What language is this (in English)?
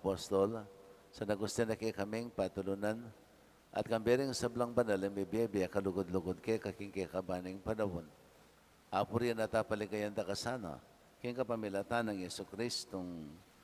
Pampanga